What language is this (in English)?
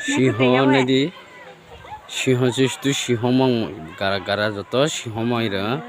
Kok Borok